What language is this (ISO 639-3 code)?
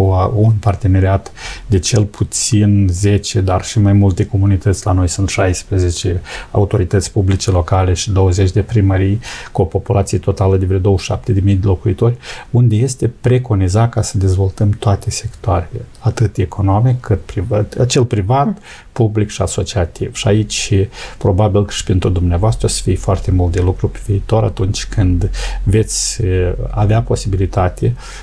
ron